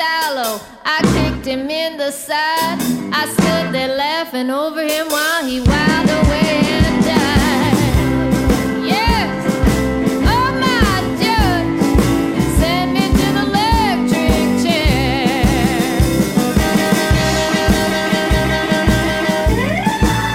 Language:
Italian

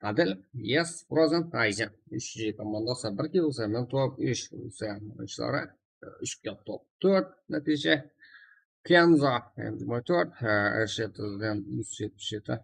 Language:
Kara-Kalpak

